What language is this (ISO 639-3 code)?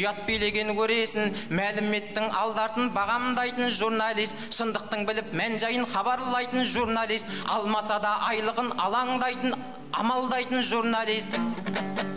kaz